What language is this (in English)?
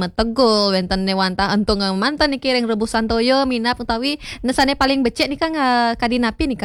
Balinese